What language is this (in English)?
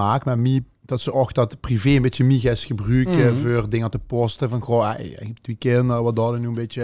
Limburgish